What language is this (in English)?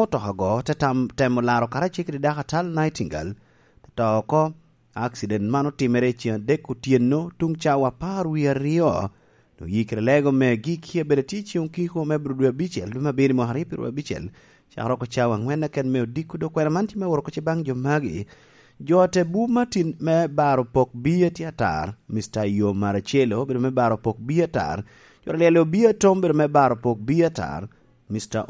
Lango (Uganda)